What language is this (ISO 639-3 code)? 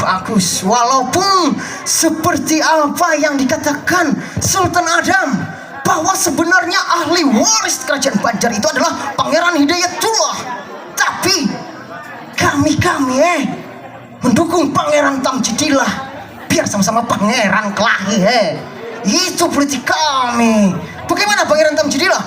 bjn